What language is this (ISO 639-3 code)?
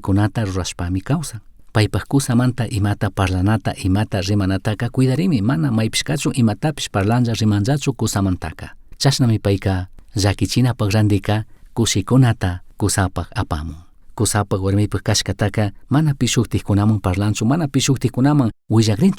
qug